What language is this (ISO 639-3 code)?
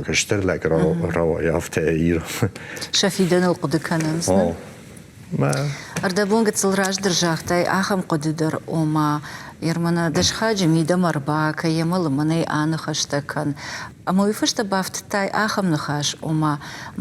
oss